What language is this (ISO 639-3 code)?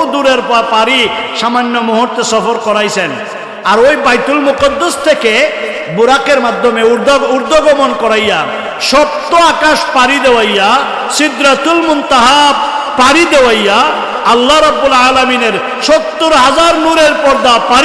syl